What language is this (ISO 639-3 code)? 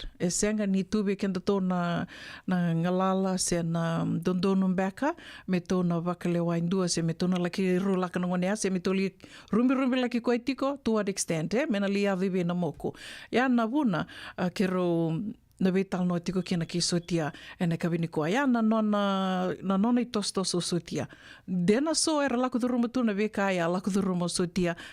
fij